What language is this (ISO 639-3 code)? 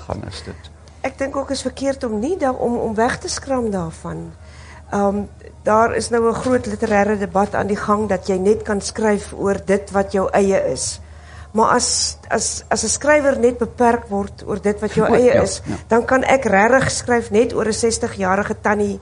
afr